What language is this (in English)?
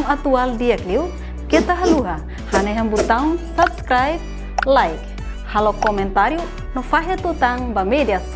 Tetum